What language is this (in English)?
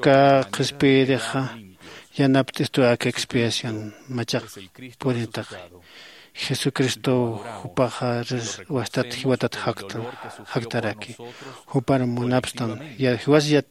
Aymara